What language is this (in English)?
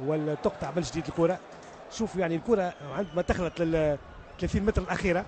Tunisian Arabic